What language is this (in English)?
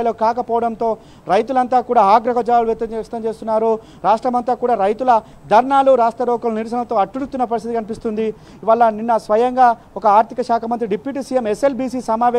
Telugu